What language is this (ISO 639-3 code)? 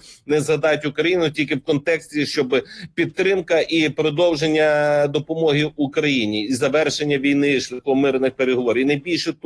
ukr